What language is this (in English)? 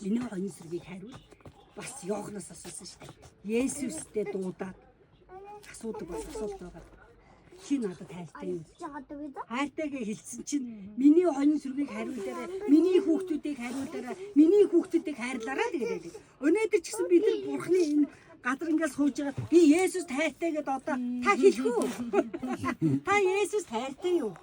Mongolian